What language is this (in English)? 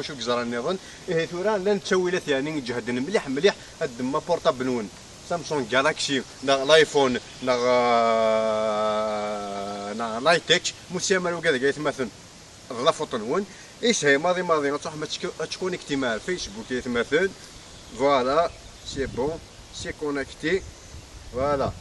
Kabyle